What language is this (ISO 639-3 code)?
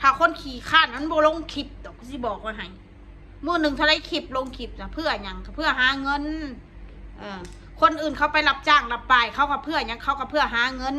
tts